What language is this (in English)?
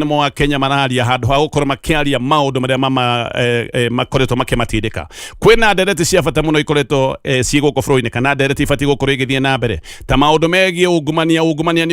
Kikuyu